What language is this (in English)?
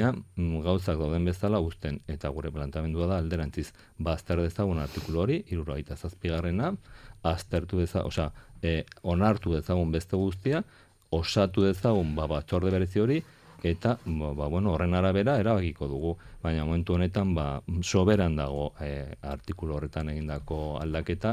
Basque